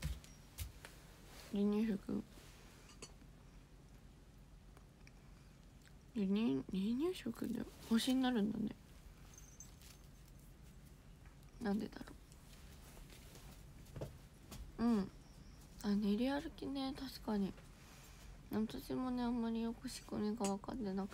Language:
Japanese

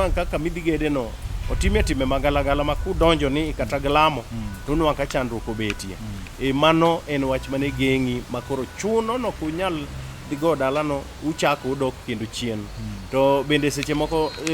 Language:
Luo (Kenya and Tanzania)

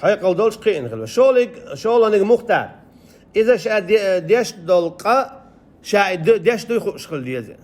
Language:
Chechen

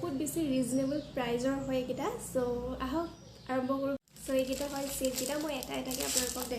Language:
Assamese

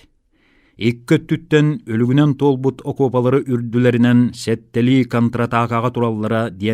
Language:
Yakut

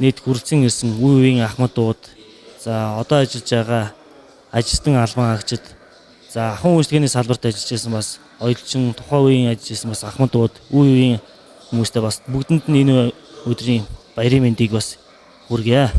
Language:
Mongolian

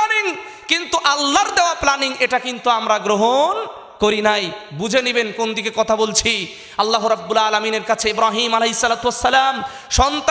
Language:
Bangla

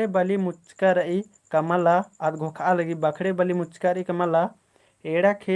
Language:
Kurukh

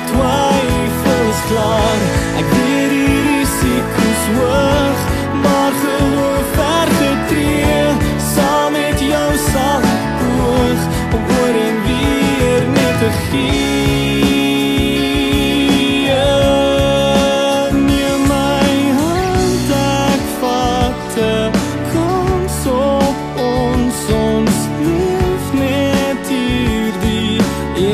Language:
Afrikaans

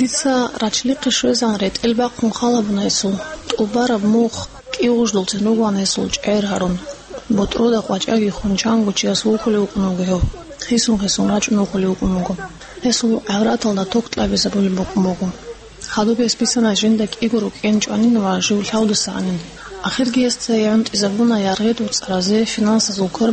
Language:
Avaric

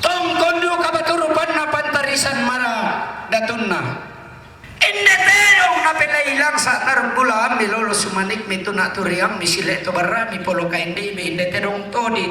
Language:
Toraja-Sa'dan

